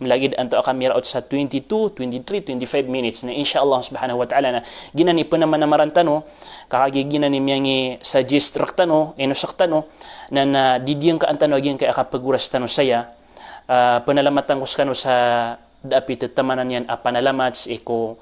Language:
Maranao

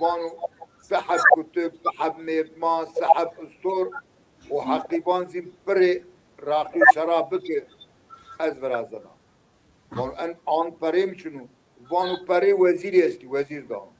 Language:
Zaza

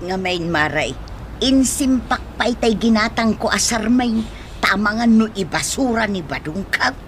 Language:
Iloko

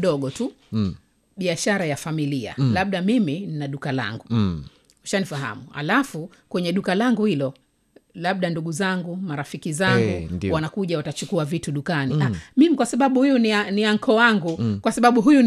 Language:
Swahili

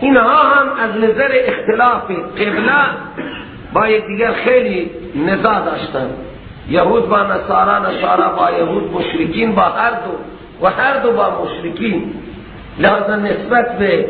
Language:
Persian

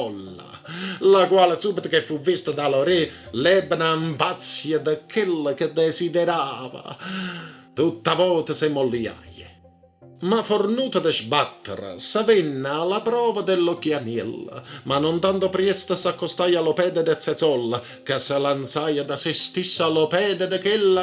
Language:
Neapolitan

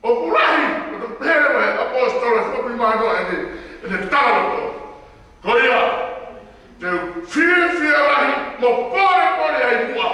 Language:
Tongan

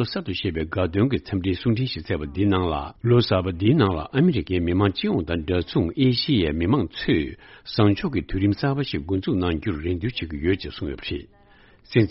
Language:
Tibetan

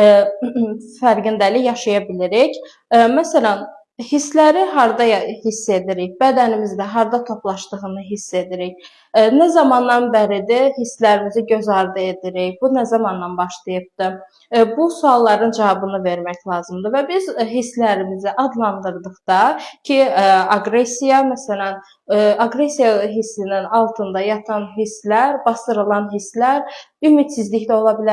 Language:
Azerbaijani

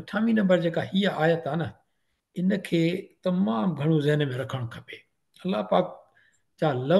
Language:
Sindhi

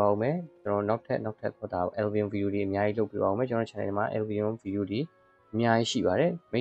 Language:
Burmese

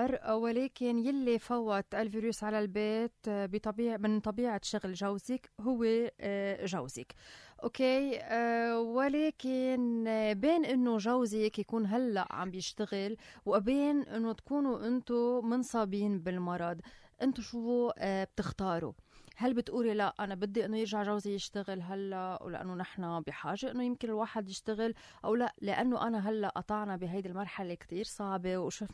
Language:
North Levantine Arabic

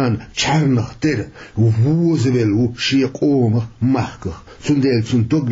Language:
Chechen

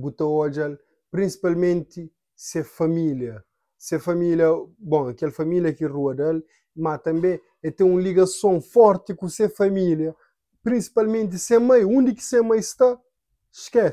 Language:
Kabuverdianu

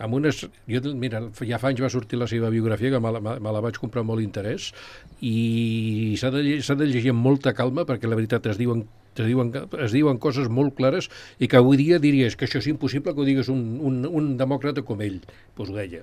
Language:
Catalan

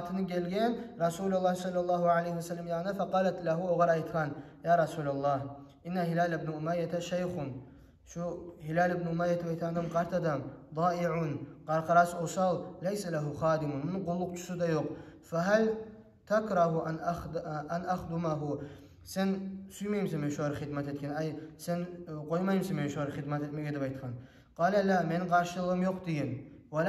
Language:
Kumyk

